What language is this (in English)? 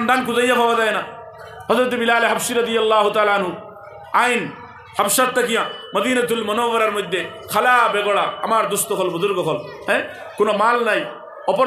Sylheti